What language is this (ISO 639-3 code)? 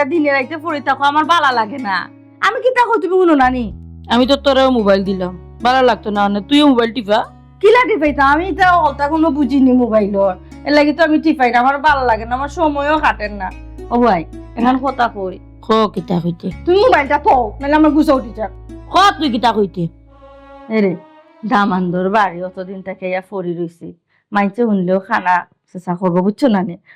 syl